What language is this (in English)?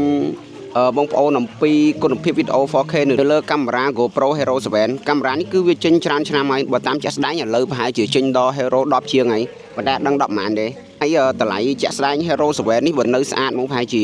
Khmer